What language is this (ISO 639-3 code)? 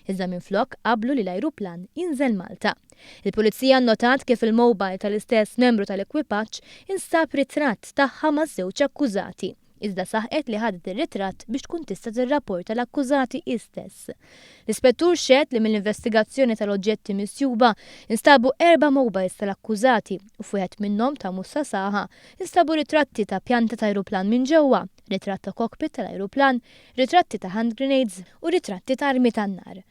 mlt